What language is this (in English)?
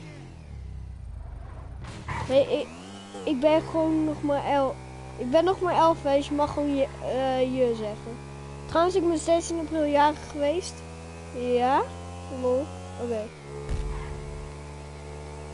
Dutch